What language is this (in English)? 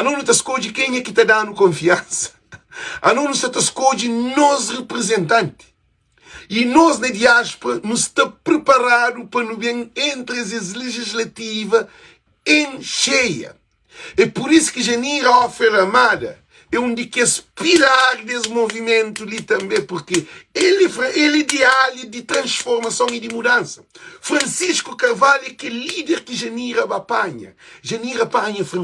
Kabuverdianu